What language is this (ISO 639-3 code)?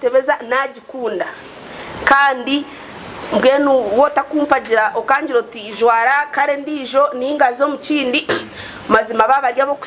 nyn